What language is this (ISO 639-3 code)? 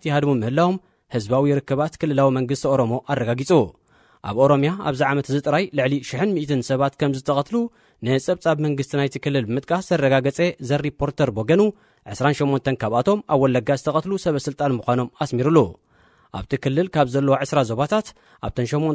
tir